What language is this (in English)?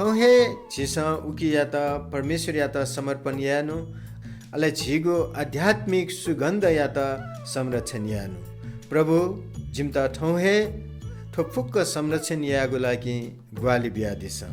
Newari